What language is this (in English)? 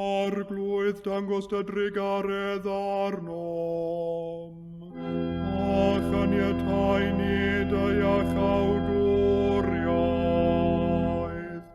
Welsh